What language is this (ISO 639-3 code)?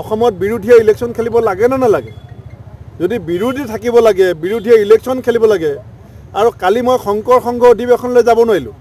asm